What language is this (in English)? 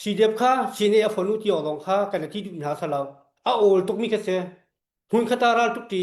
Hakha Chin